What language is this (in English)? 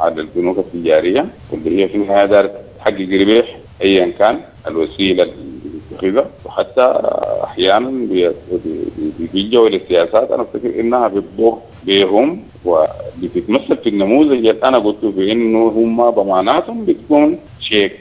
Sudanese Arabic